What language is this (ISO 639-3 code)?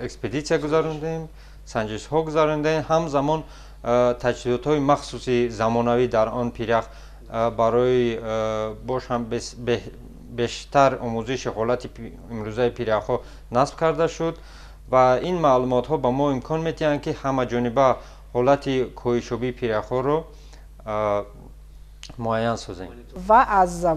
tgk